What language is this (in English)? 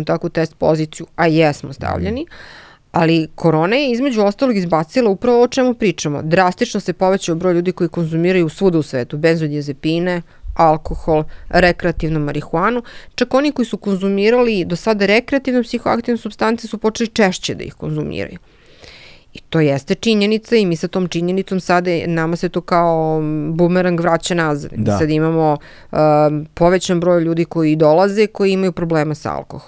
Serbian